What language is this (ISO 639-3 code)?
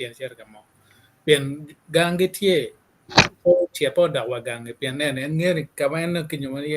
ach